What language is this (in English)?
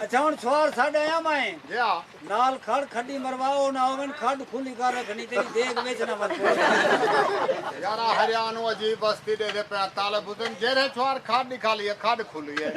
Saraiki